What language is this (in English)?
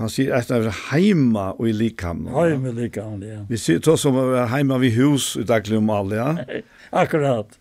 Faroese